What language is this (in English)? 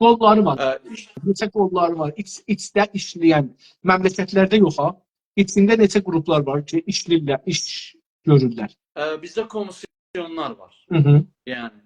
South Azerbaijani